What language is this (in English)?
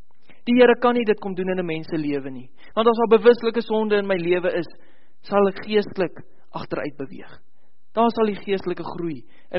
Afrikaans